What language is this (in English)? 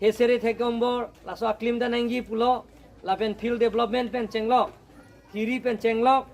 Karbi